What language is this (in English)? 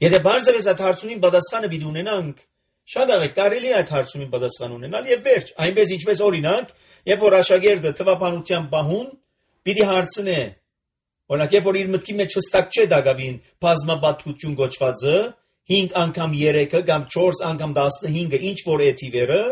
Armenian